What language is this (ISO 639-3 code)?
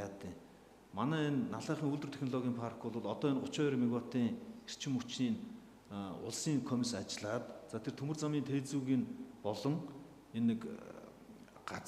mon